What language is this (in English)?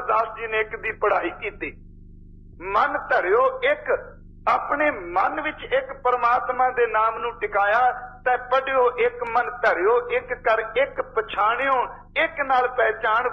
Punjabi